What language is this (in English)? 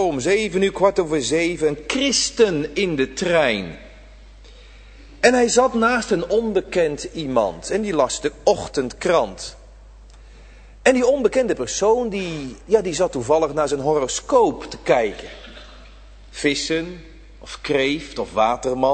Dutch